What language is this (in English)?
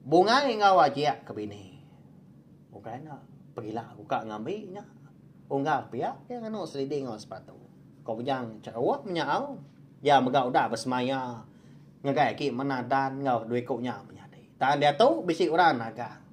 Iban